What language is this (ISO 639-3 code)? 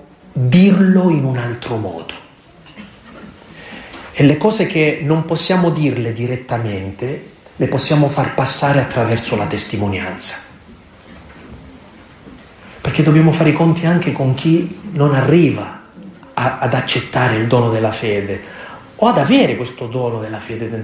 ita